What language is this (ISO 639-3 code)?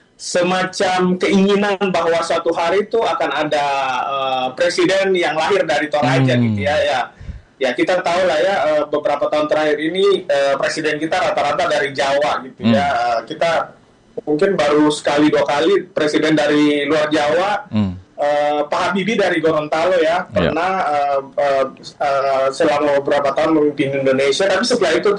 ind